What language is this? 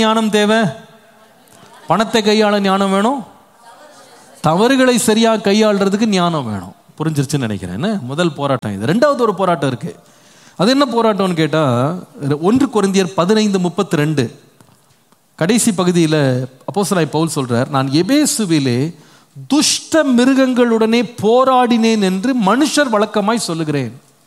Tamil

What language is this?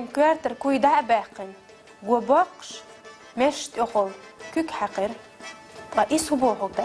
Chechen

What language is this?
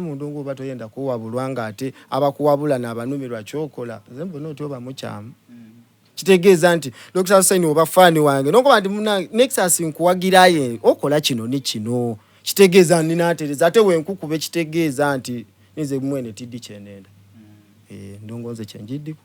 Soga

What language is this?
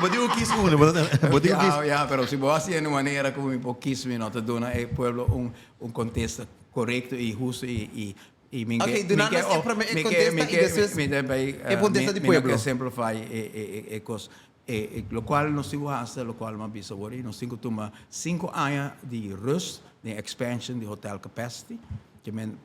Papiamento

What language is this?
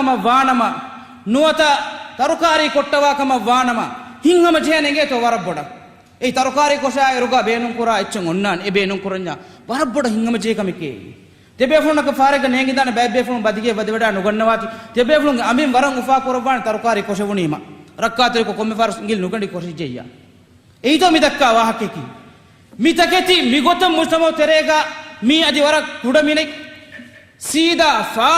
Divehi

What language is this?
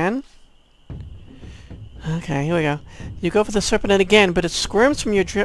English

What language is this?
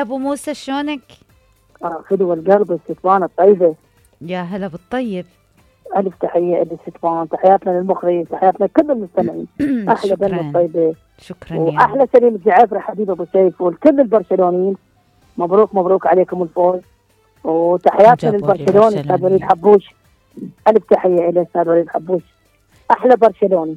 Mesopotamian Arabic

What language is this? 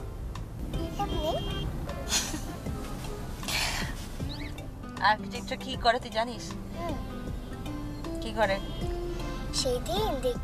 Bangla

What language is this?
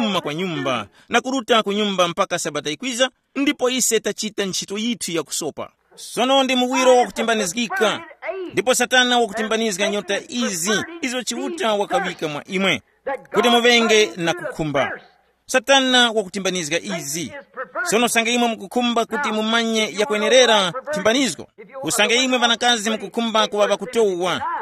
Tumbuka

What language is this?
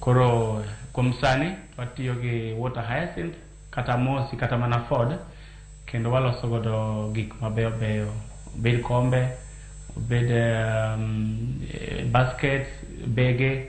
Luo (Kenya and Tanzania)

